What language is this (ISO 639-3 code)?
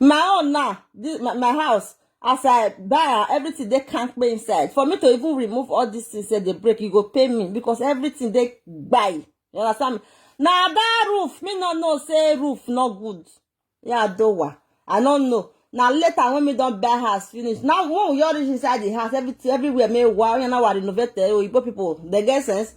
pcm